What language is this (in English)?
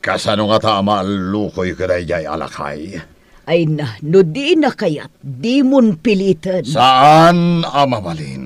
Iloko